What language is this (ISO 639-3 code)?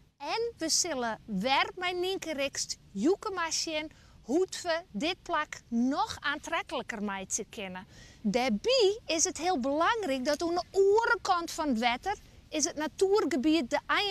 fry